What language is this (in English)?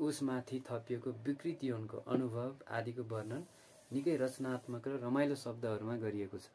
Nepali